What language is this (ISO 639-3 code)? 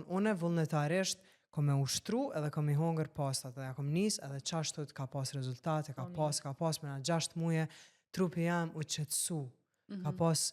sqi